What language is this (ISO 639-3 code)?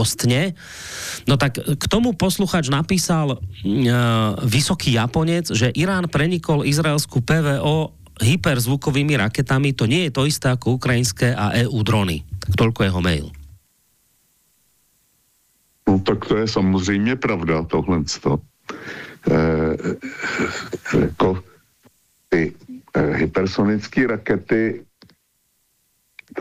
slk